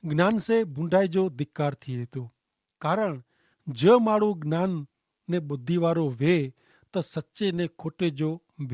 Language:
Kachhi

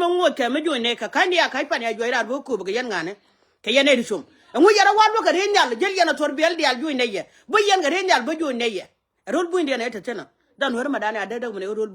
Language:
Nuer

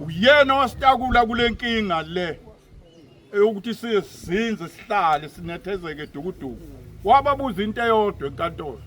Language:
Zulu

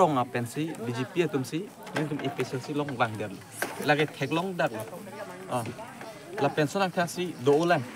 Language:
Karbi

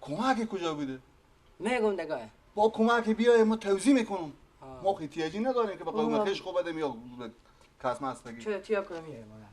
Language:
Persian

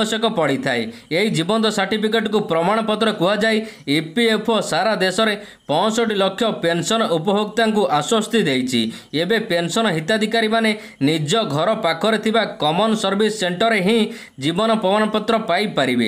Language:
Odia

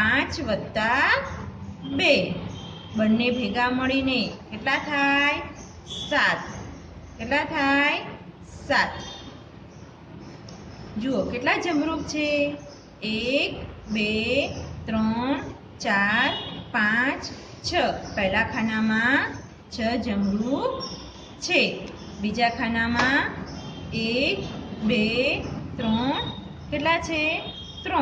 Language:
Gujarati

